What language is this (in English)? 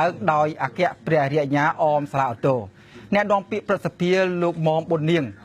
Khmer